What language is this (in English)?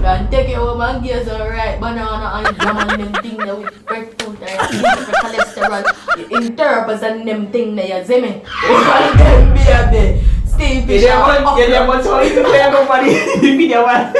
Jamaican Creole English